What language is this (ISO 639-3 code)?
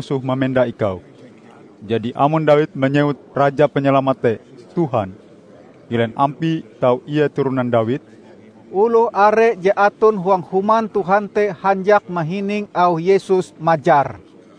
nij